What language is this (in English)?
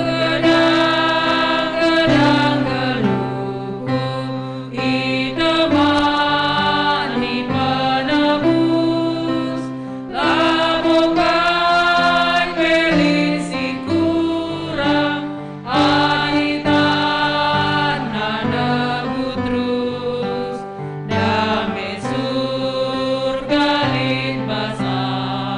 Batak Karo